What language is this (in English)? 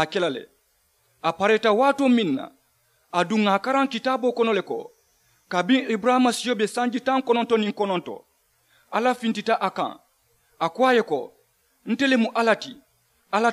Mandingo